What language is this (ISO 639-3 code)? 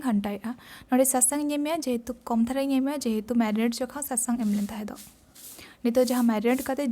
sat